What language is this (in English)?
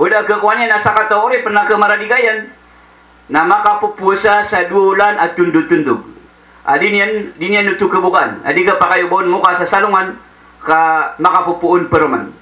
Maranao